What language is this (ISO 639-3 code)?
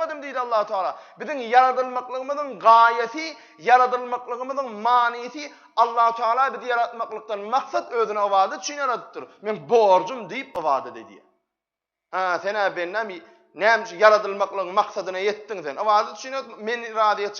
tuk